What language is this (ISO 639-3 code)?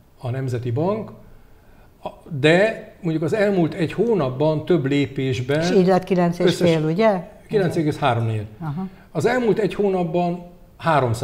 hun